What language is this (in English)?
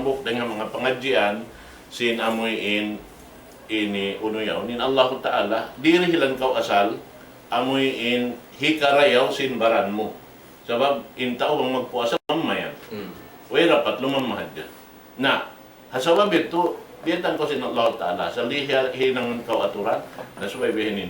Tausug